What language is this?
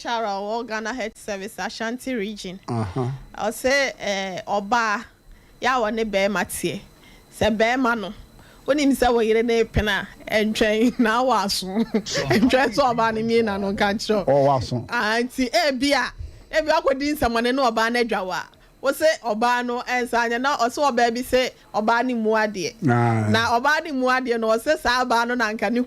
Akan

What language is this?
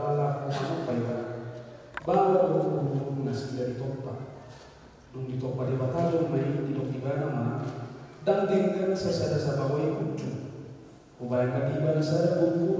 Batak Toba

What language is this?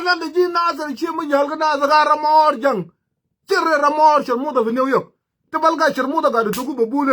Nuer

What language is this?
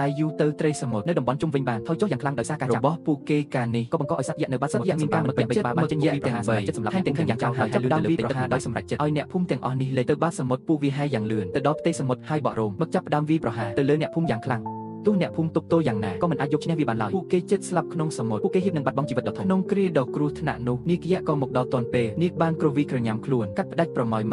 Khmer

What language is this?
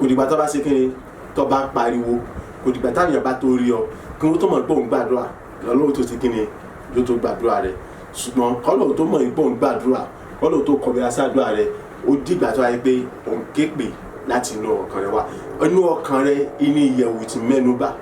Yoruba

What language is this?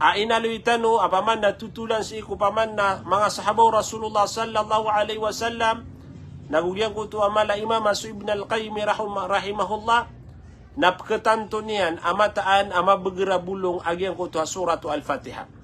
Maranao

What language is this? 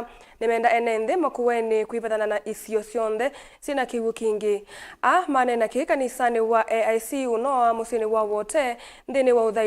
Kamba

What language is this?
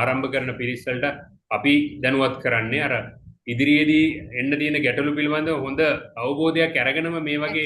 Sinhala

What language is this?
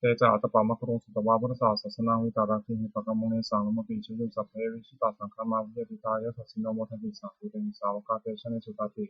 Pali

